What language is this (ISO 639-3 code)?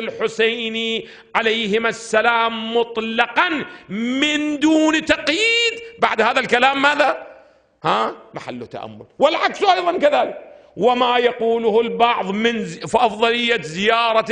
ara